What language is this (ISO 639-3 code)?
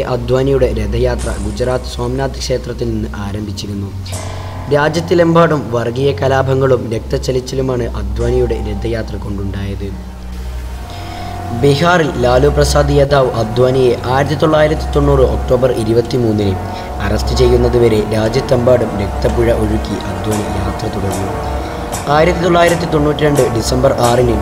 mal